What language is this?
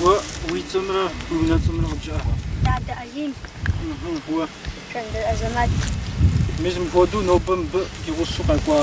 Kabardian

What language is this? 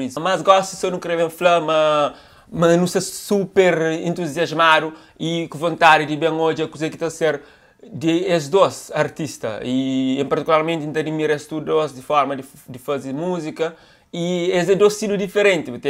Kabuverdianu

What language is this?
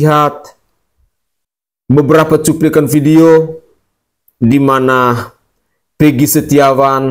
Indonesian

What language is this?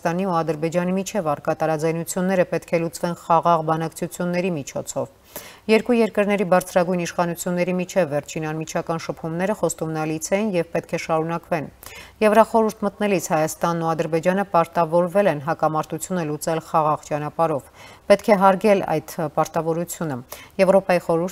Armenian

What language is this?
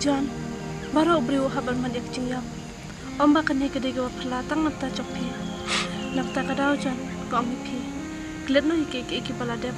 Khasi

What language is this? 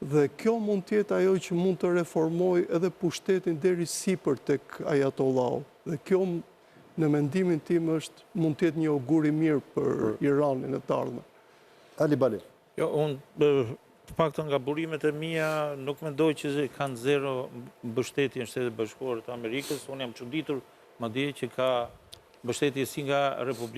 Albanian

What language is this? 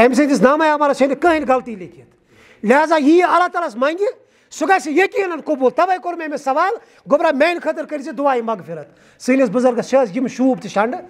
Kashmiri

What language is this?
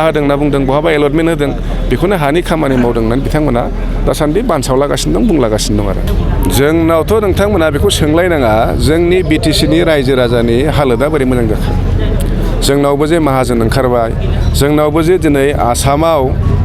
Bodo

